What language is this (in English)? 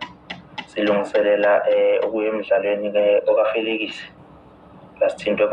Zulu